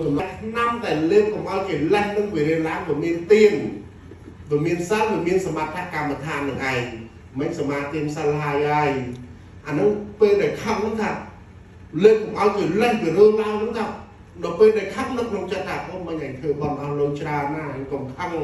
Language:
Khmer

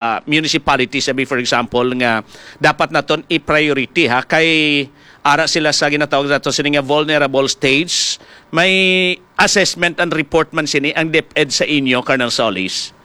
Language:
Hiligaynon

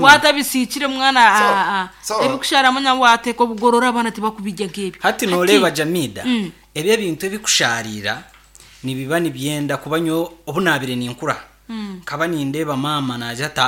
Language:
Nyankole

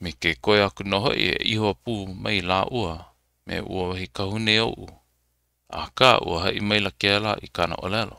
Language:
Hawaiian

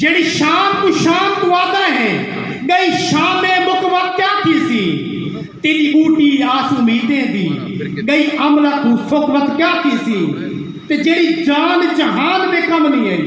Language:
Saraiki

